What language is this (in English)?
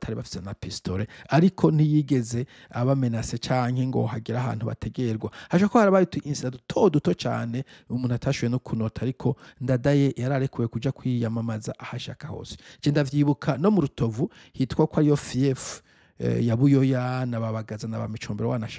Rundi